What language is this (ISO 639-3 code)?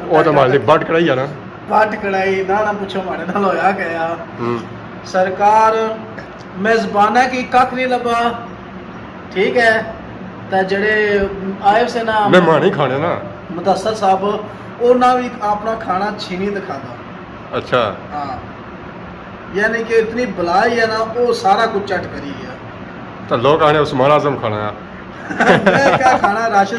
phr